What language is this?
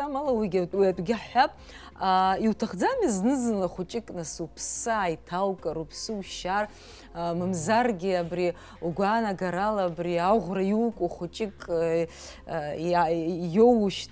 Abkhazian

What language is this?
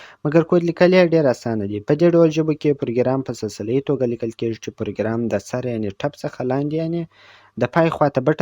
Pashto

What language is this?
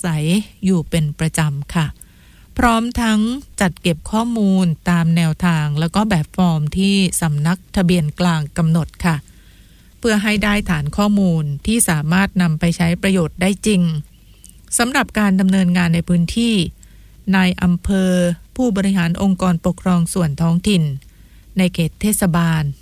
Thai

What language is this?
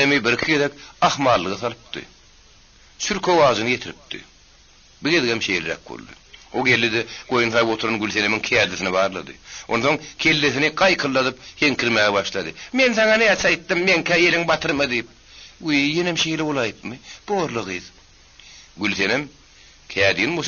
Turkmen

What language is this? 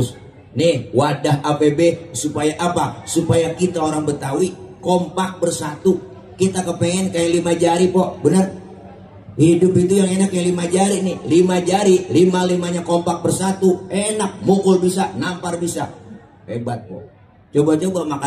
Betawi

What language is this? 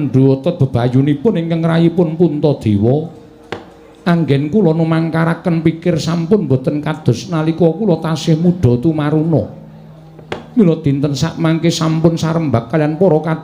Javanese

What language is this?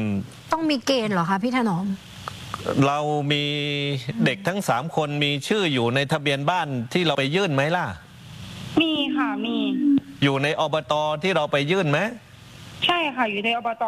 Thai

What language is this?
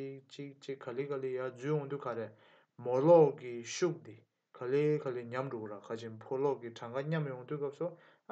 Tibetan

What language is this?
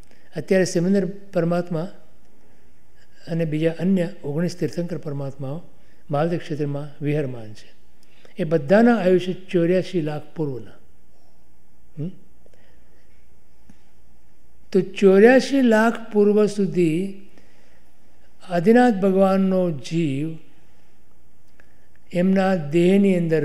Gujarati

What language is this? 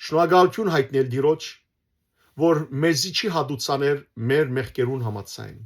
Western Armenian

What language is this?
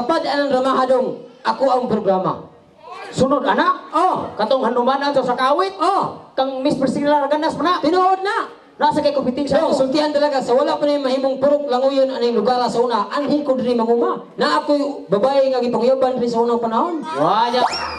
Cebuano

